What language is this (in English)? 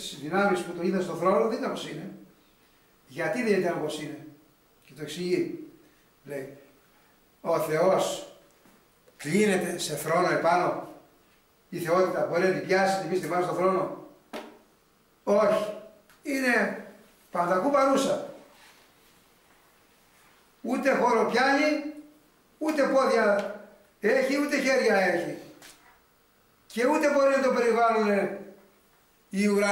Greek